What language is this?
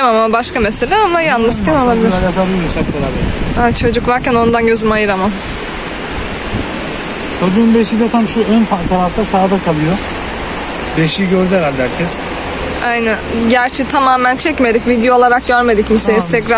Turkish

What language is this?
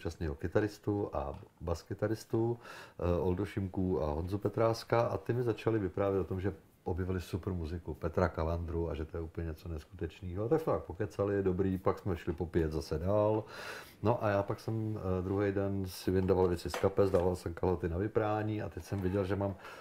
Czech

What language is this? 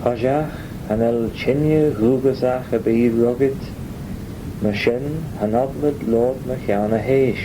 Manx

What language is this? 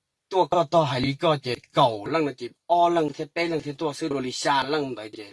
Hmong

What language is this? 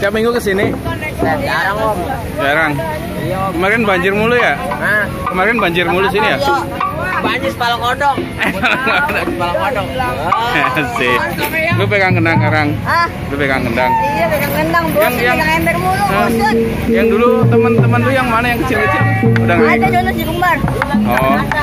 Betawi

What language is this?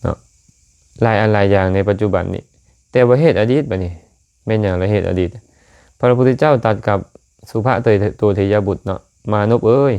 Lao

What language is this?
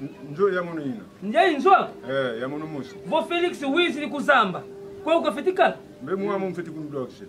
Lingala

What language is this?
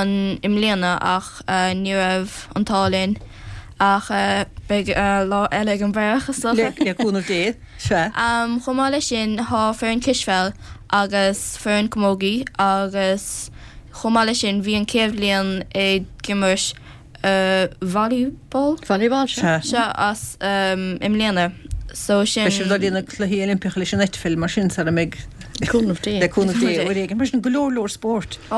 Irish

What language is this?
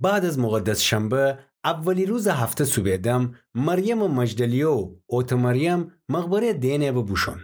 Gilaki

